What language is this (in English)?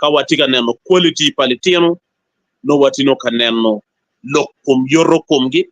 Acoli